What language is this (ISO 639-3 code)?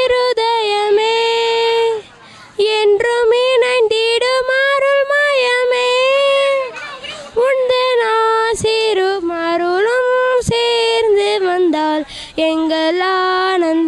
tam